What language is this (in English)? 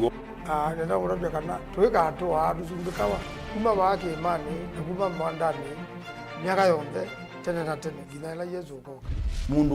Kamba